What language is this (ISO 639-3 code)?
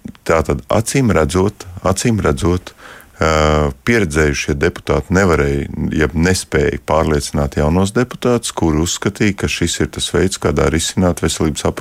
lav